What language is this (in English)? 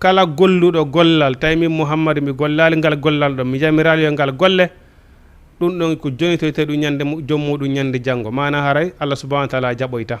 Fula